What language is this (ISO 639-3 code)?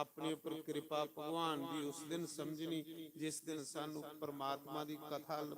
doi